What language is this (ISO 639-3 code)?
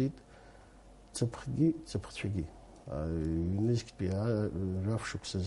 abk